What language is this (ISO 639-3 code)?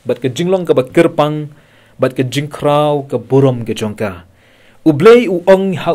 kha